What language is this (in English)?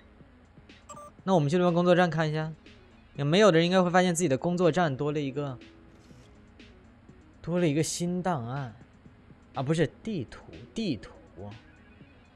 Chinese